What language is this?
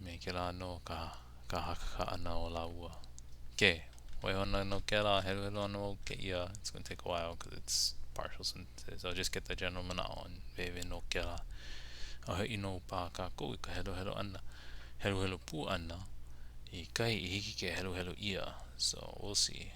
Hawaiian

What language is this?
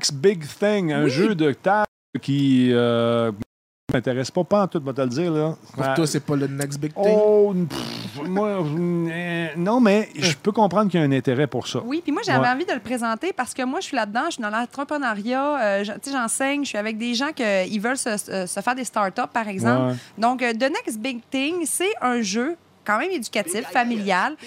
French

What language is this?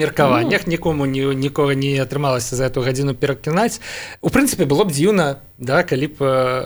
Belarusian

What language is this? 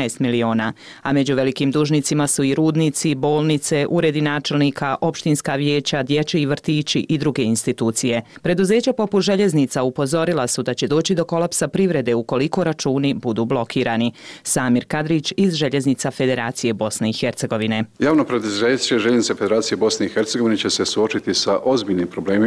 Bosnian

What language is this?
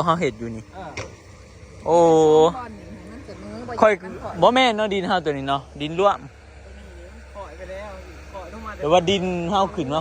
Northeastern Thai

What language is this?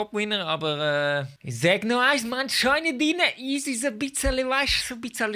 Swiss German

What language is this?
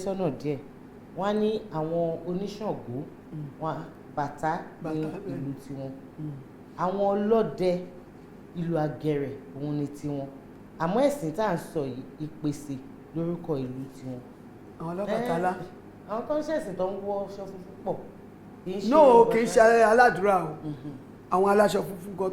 Yoruba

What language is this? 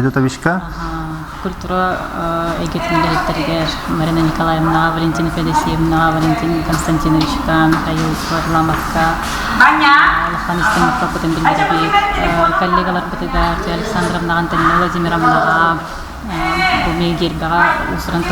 Yakut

